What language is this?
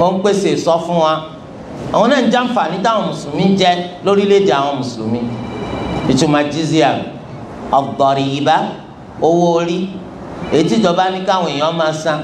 Yoruba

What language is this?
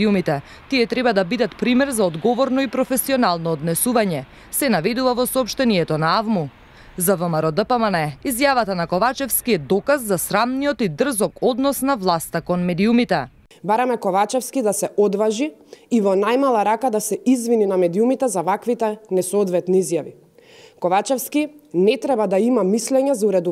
Macedonian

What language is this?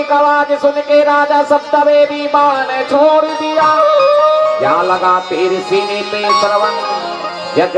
Chhattisgarhi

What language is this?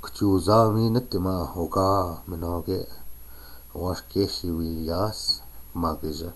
Chippewa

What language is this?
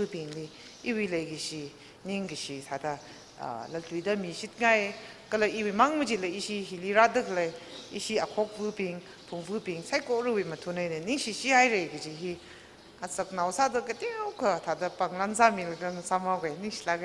Tangkhul Naga (India)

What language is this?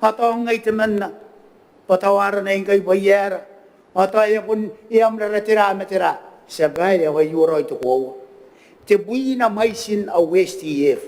Gilbertese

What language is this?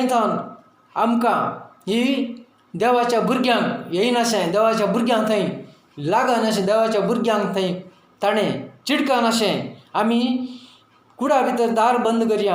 Konkani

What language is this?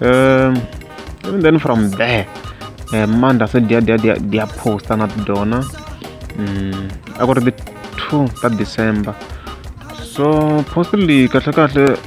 Tsonga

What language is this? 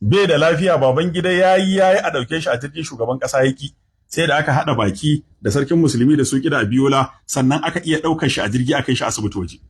Hausa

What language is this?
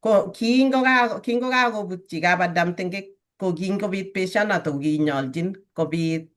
Kalenjin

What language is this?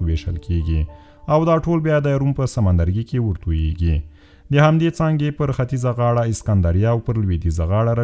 Pashto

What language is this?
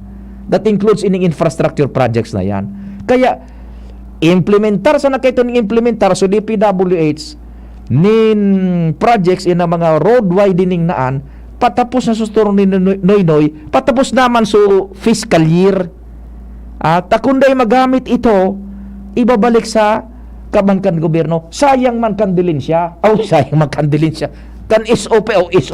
Bikol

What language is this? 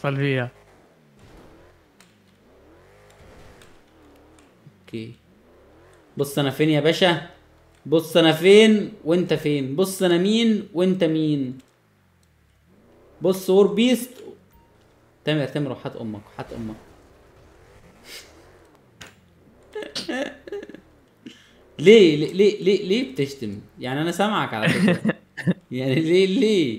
Egyptian Arabic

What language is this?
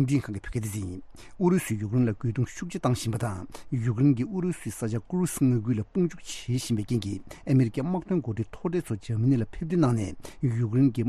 Tibetan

